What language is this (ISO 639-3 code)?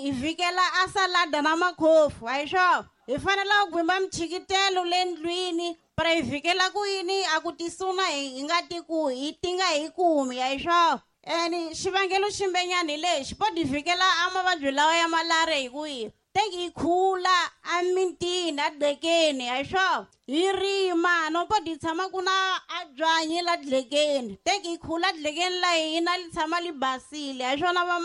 tso